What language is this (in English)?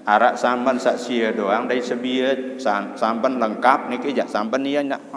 Sasak